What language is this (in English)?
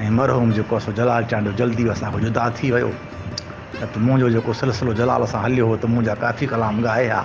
Sindhi